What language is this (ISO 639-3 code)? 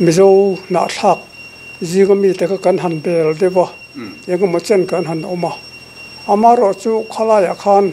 lus